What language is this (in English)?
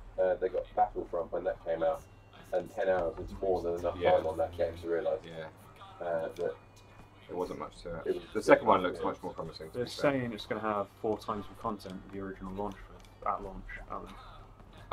English